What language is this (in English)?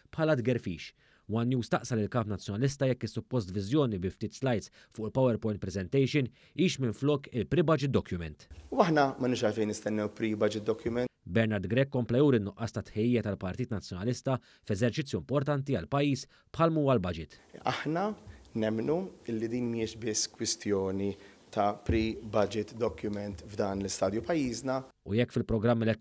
Maltese